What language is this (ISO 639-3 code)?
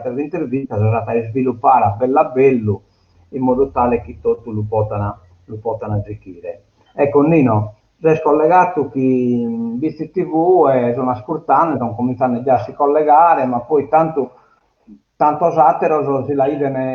srd